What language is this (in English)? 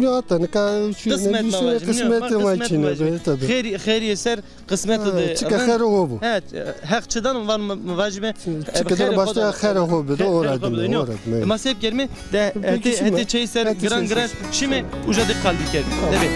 Zaza